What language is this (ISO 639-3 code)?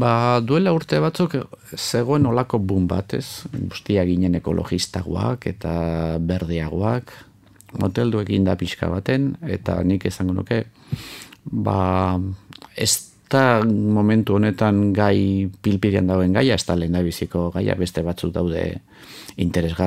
eus